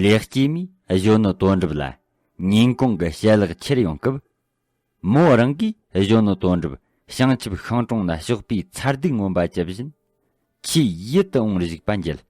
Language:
Tibetan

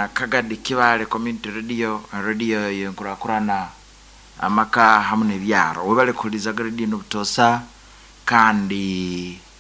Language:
Nyoro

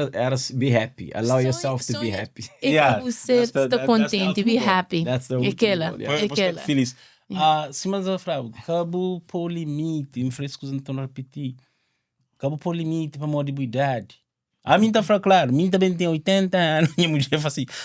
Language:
Kabuverdianu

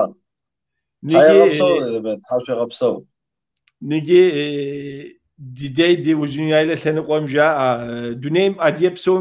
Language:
Kabardian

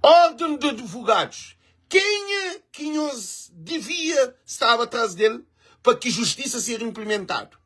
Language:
Kabuverdianu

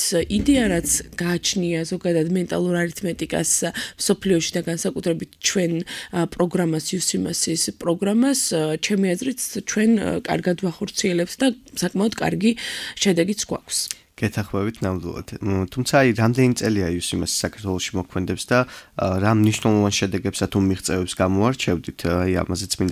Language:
Georgian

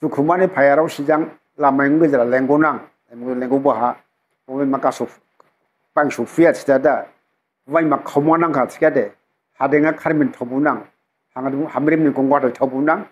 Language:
Dimasa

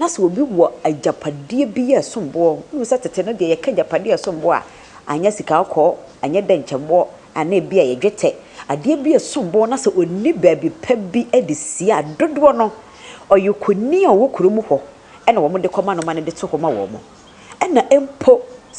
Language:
Akan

